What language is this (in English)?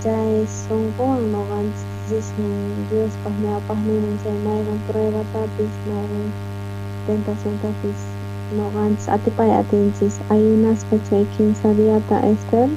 South Bolivian Quechua